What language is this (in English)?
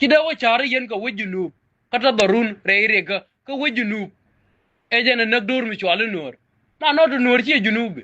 Nuer